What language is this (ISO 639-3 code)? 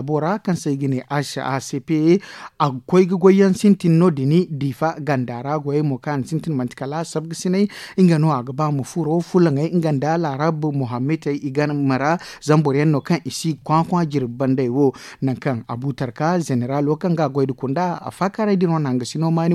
dje